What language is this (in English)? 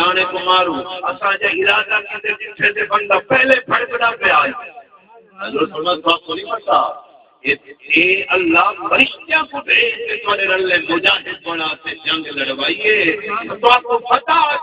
Saraiki